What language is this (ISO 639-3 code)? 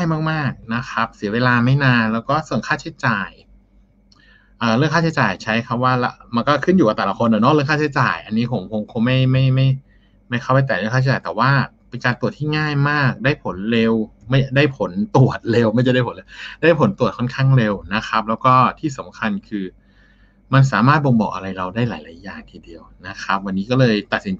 tha